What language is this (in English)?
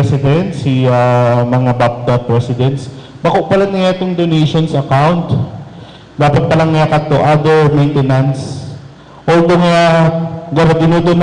Bikol